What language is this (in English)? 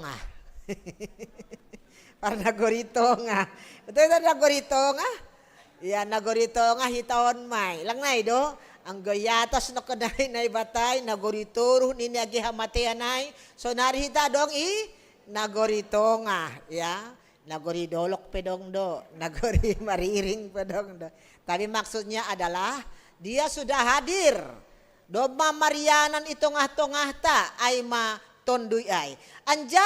Batak Simalungun